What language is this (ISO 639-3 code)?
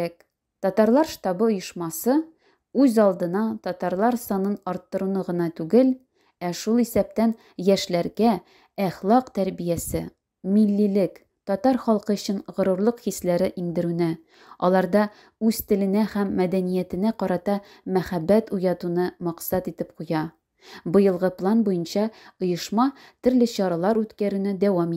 tat